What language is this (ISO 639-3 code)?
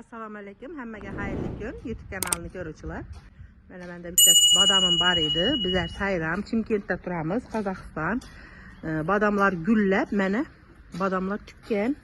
uzb